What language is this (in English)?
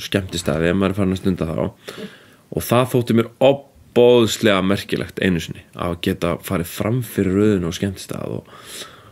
Icelandic